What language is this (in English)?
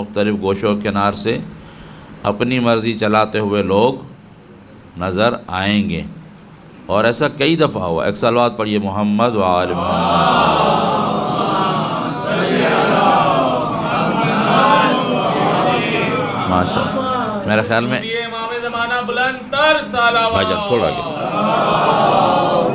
Urdu